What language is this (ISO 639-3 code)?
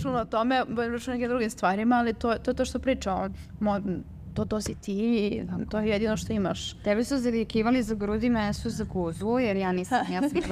srp